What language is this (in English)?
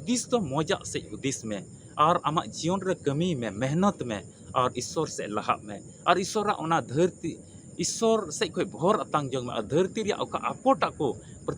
Santali